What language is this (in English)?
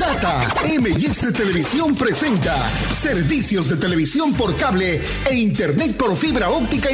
Spanish